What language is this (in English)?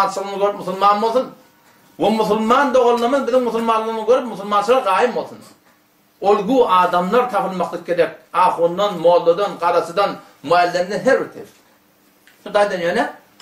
Turkmen